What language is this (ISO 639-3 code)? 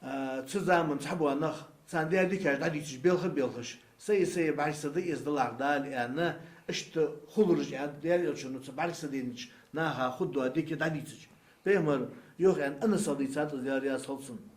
inh